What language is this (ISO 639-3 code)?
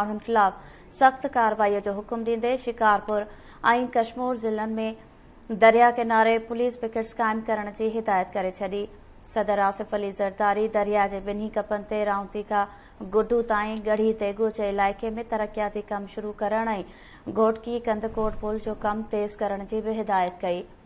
snd